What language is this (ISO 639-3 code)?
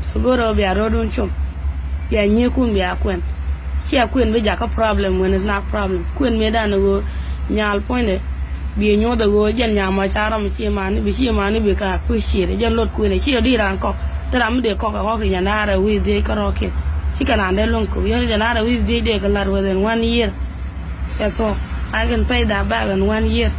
nus